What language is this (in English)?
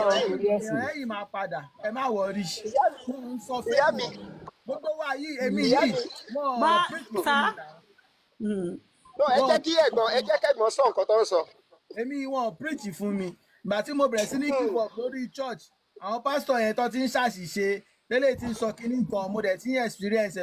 Yoruba